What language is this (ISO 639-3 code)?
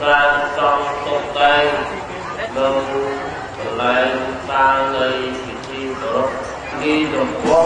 khm